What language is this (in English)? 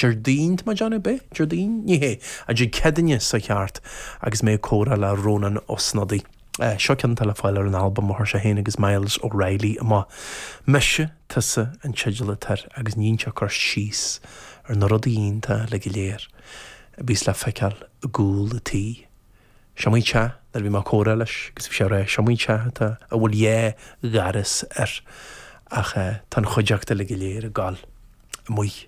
Irish